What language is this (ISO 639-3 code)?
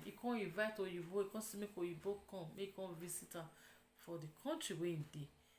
pcm